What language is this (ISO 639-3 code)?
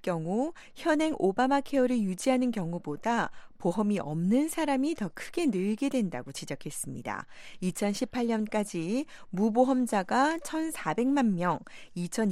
kor